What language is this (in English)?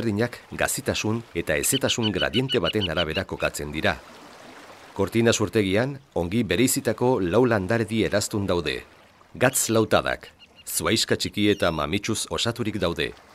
Basque